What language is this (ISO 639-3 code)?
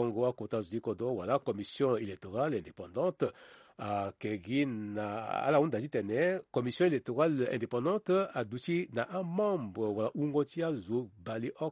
sag